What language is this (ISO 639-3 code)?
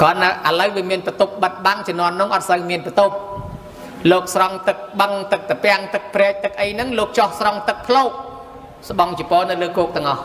khm